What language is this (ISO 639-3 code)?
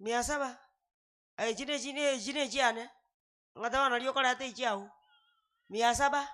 guz